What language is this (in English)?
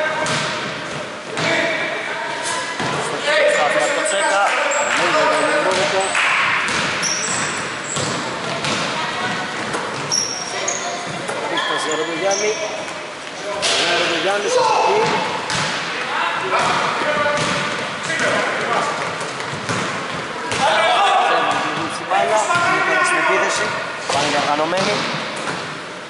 Greek